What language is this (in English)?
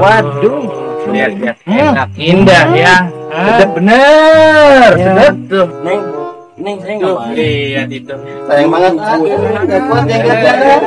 Betawi